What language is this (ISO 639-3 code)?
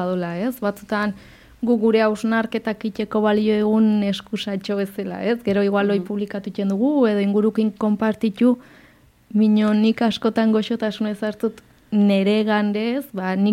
eus